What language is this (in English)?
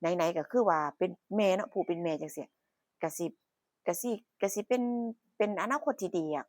Northeastern Thai